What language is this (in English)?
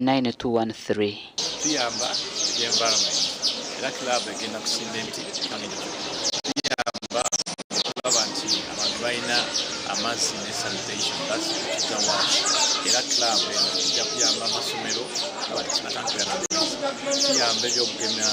Nyankole